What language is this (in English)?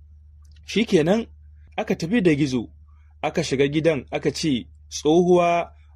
Hausa